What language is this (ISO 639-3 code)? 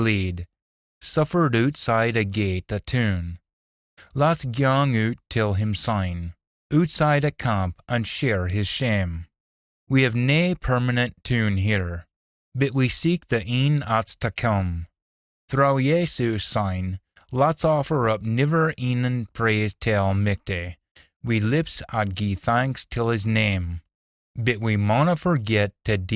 sco